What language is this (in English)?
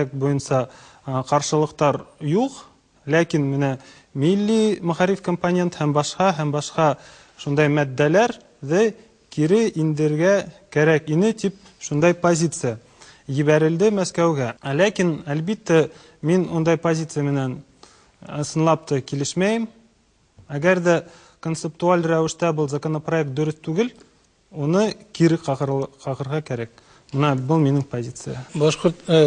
Bashkir